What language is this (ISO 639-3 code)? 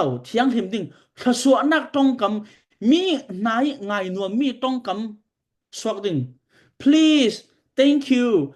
cfm